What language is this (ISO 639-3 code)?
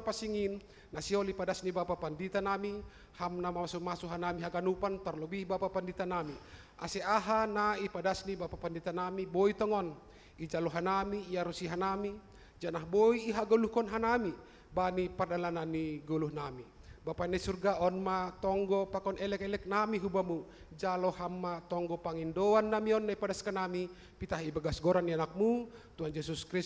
bts